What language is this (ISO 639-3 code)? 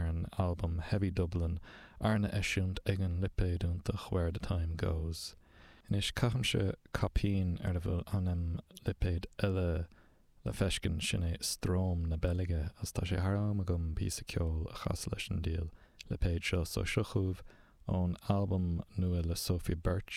gle